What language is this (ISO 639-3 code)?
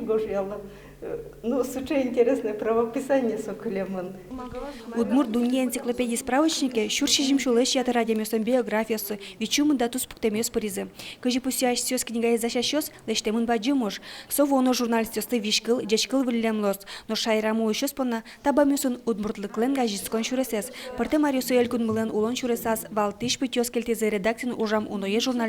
udm